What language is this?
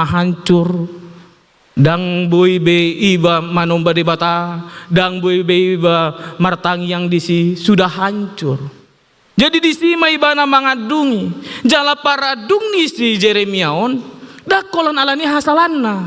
Batak Toba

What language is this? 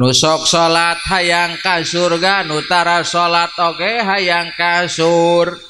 Sundanese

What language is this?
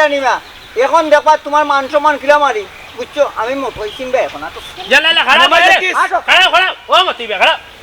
Sylheti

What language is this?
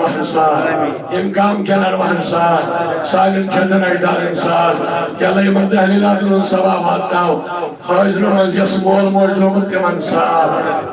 Kashmiri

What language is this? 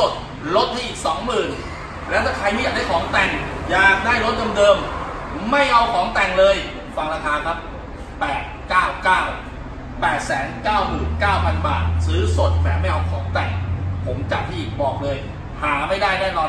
Thai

